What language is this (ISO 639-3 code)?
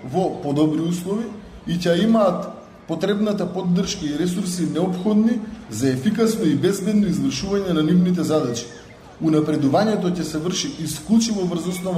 mkd